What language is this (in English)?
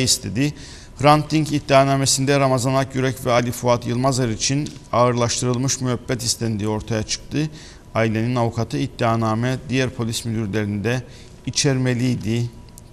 Turkish